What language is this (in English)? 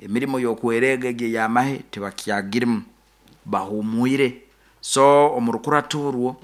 Nyoro